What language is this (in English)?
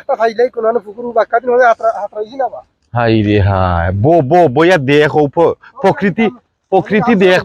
Sylheti